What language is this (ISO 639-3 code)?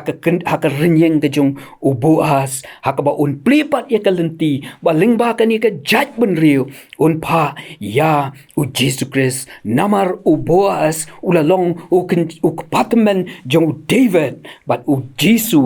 kha